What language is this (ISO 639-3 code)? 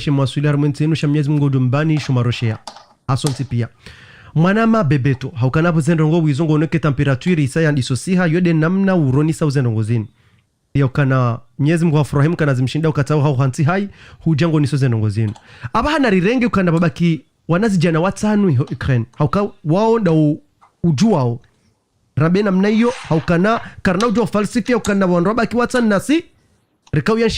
zdj